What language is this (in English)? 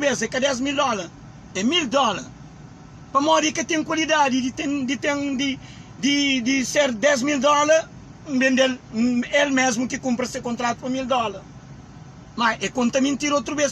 Kabuverdianu